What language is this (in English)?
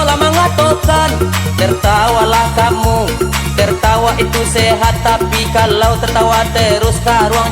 Minangkabau